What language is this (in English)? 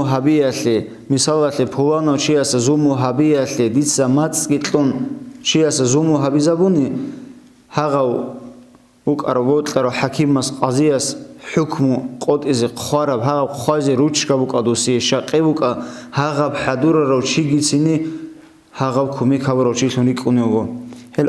Avaric